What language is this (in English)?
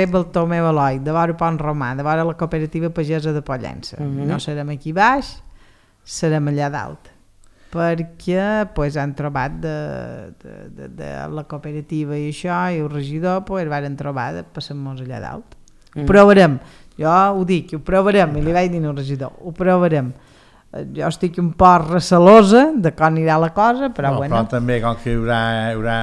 Catalan